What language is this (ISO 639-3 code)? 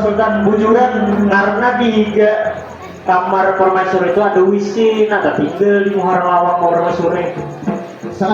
bjn